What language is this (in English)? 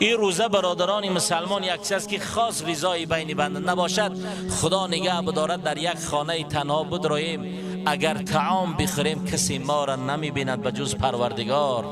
Tajik